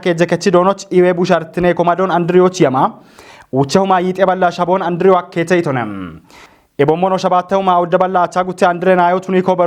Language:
Kafa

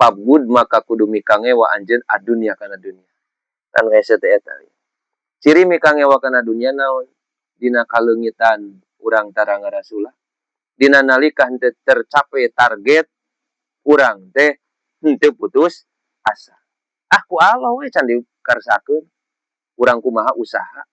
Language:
Sundanese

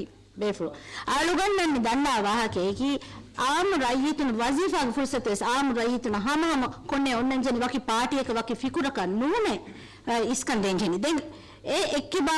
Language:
Divehi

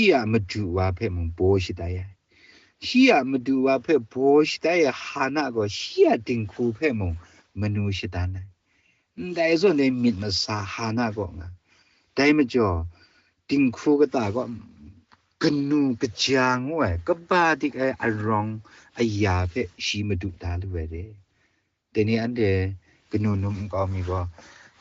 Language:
Kachin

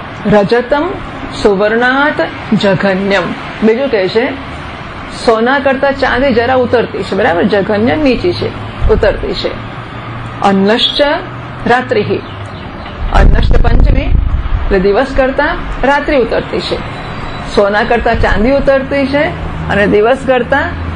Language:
Gujarati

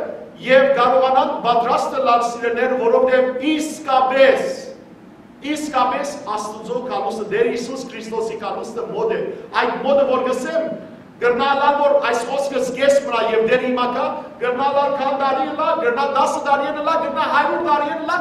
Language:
Western Armenian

